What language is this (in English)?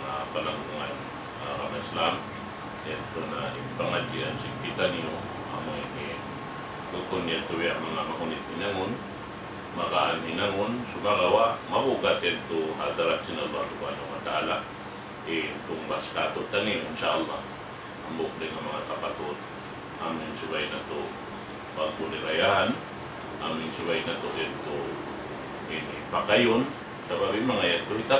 Tausug